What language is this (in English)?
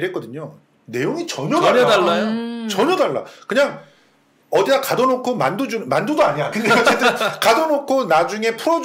Korean